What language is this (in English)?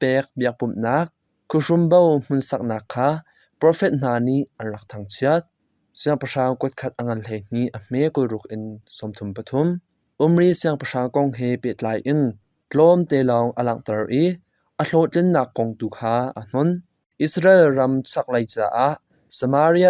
Hakha Chin